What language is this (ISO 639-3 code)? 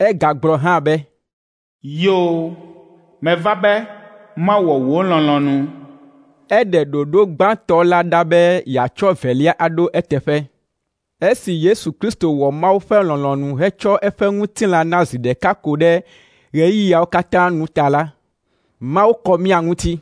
ewe